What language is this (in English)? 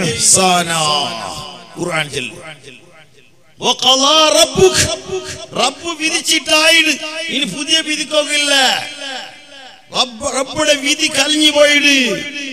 Malayalam